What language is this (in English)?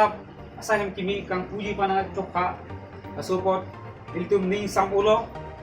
Karbi